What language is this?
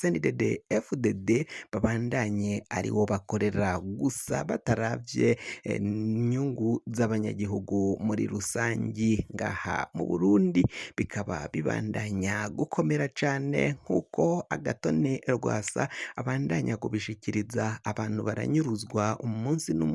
Rundi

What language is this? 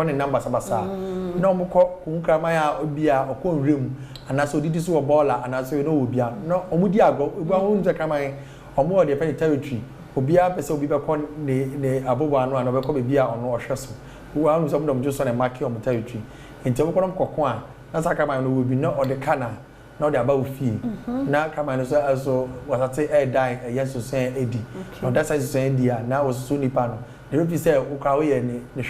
Akan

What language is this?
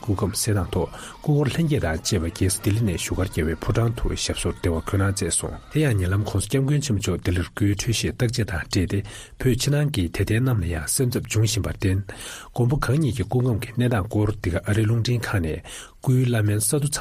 Tibetan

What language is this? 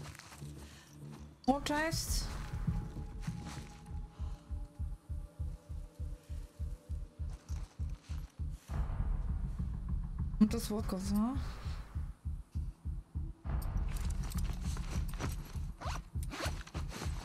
Polish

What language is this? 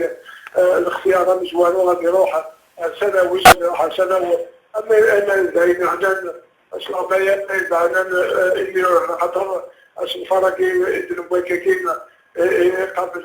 Kabyle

